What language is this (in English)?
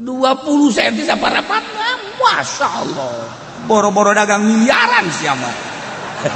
Sundanese